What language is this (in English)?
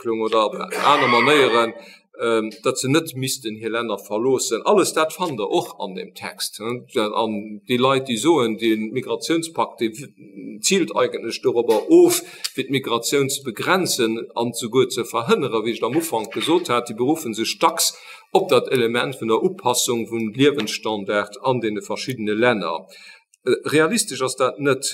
Luxembourgish